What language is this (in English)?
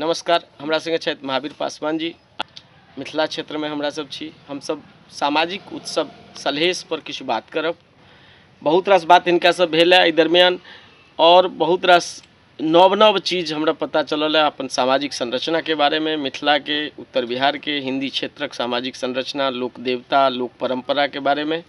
Maithili